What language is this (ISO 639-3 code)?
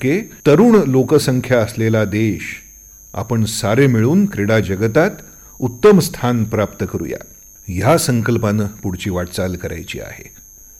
mar